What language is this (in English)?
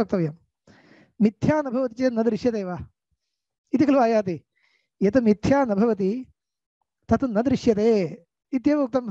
Sanskrit